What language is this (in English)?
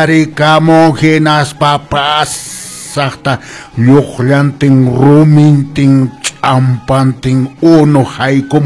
Quechua